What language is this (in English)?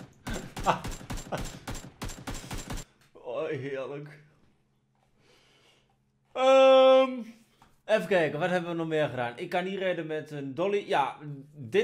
Dutch